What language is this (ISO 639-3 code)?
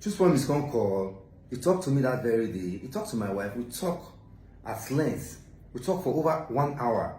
pcm